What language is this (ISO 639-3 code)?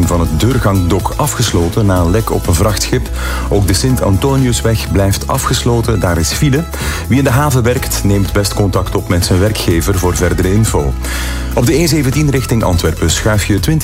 nld